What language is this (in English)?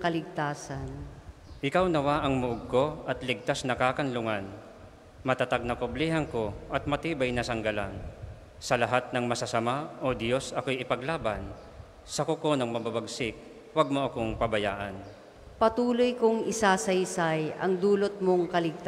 Filipino